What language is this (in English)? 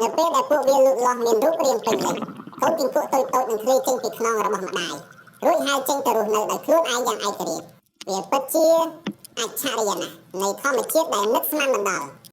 Khmer